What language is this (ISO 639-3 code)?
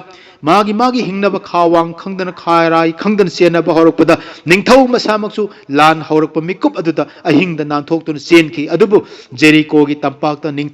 mni